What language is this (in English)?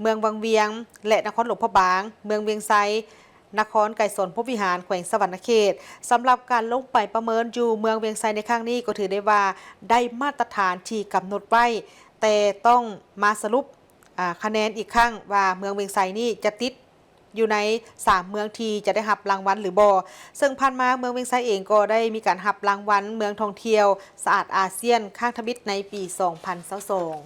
Lao